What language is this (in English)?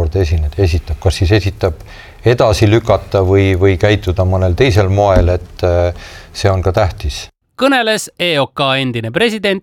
Estonian